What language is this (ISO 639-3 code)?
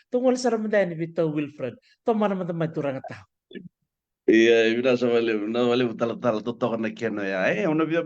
fij